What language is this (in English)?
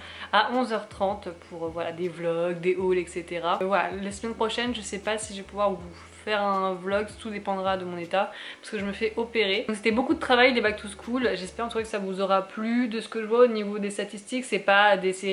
French